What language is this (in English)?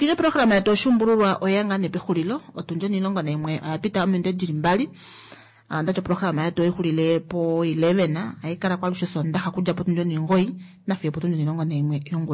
Kuanyama